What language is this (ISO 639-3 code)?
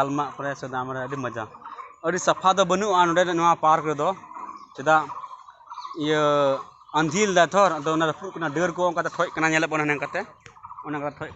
sat